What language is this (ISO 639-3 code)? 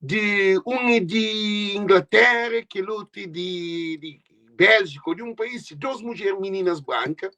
kea